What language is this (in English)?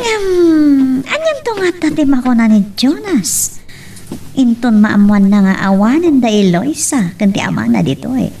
Iloko